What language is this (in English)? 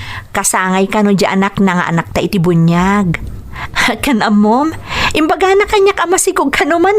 Iloko